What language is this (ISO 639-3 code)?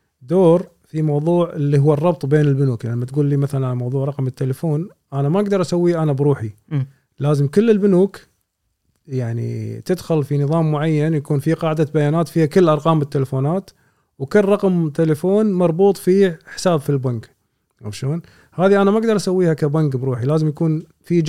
afb